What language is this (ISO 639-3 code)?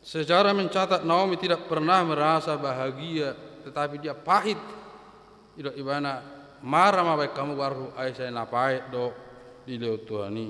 bbc